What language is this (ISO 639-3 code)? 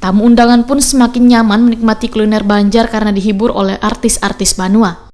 bjn